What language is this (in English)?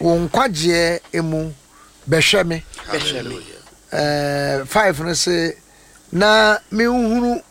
Akan